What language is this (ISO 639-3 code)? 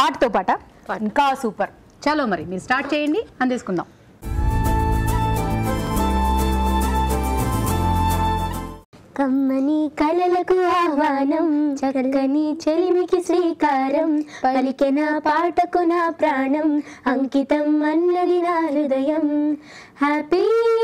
tel